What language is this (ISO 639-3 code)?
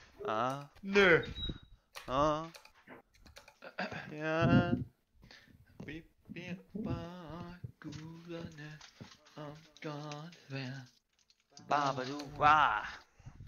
dan